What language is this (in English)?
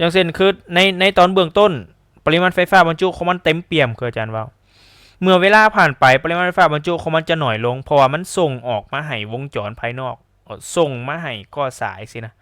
Lao